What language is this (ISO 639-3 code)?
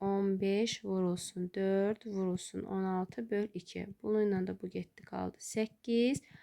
aze